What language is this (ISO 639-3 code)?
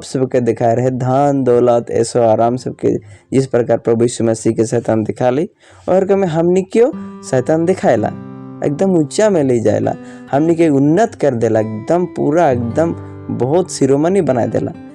sck